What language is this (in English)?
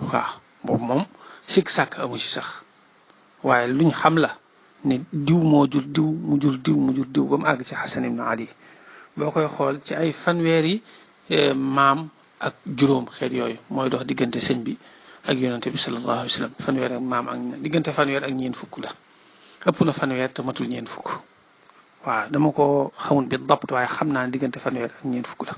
Wolof